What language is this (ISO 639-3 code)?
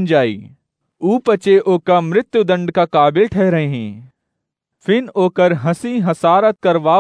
awa